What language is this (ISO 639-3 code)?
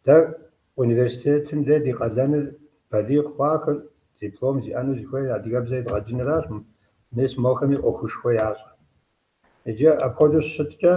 kbd